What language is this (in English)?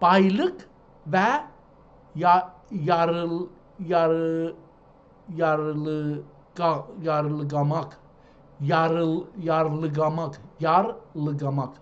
South Azerbaijani